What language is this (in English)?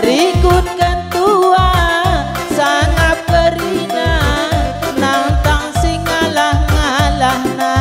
Batak Karo